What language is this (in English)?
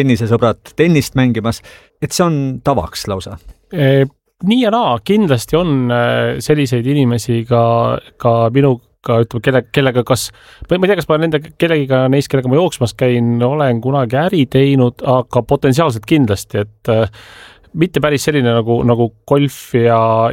Estonian